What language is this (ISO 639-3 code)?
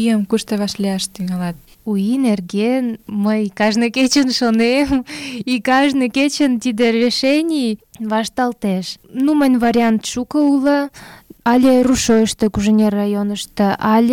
chm